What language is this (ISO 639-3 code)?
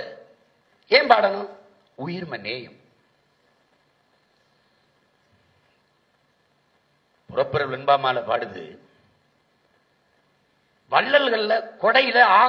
tam